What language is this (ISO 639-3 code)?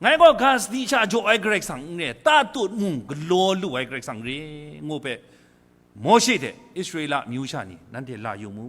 kac